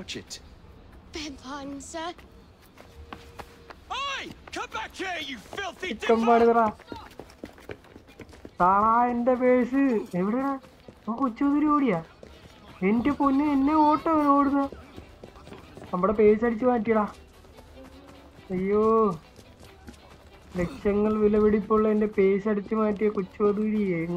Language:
Malayalam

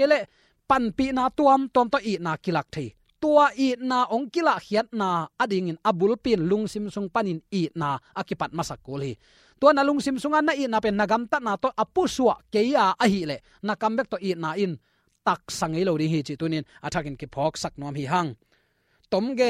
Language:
Tedim Chin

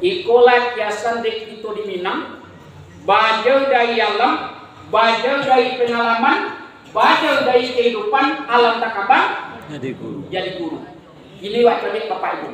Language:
Minangkabau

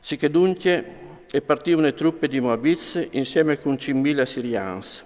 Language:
Friulian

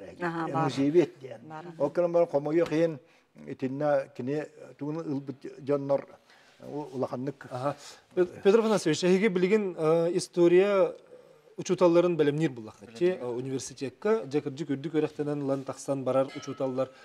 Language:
Yakut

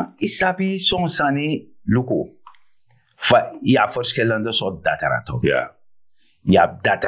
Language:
Sranan Tongo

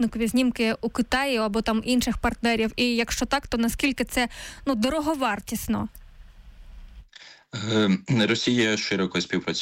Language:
Ukrainian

